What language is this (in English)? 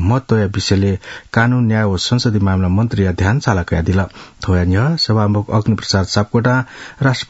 Newari